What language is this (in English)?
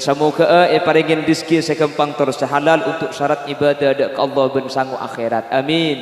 Madurese